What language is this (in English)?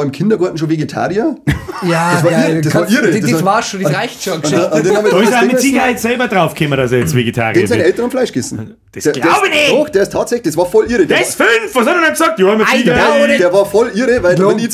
Bavarian